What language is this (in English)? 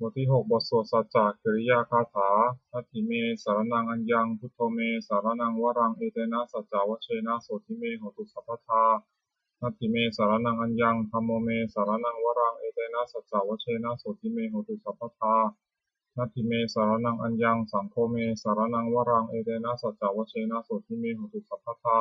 Pali